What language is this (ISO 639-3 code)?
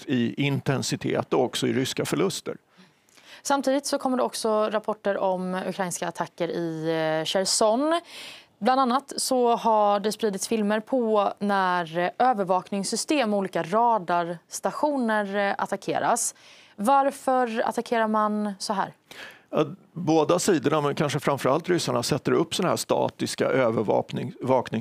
swe